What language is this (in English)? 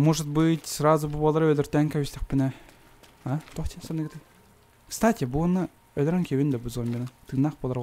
Yakut